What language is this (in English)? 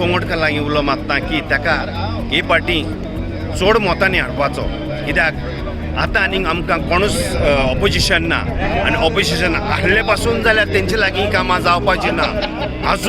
Konkani